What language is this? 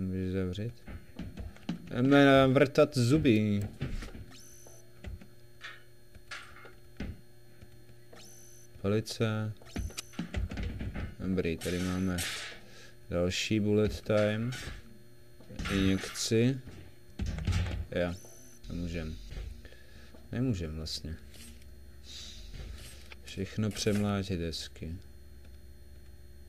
Czech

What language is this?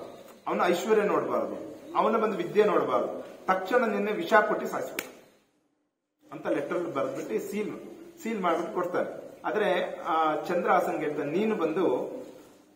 Kannada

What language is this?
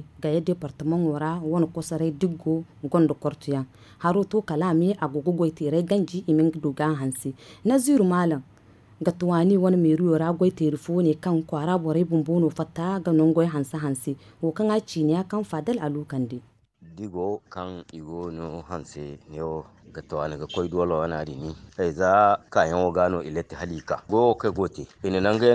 Zarma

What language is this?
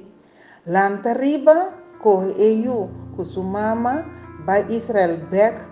Papiamento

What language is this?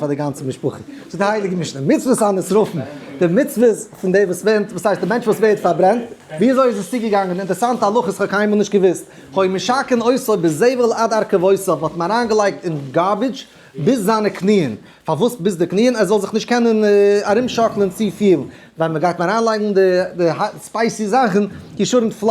Yiddish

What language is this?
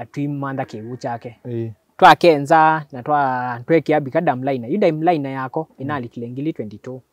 Kamba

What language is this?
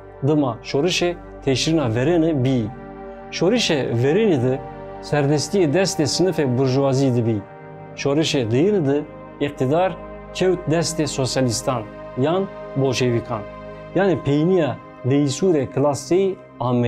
Zaza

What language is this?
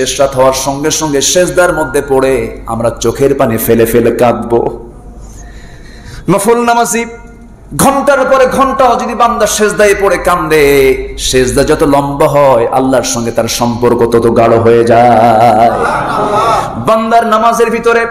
Bangla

